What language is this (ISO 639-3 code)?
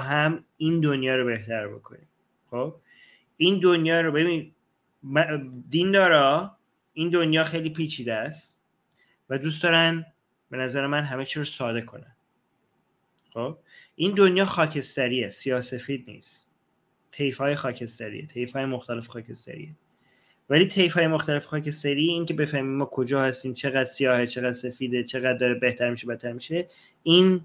fas